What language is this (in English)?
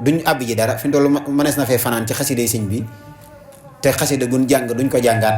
Wolof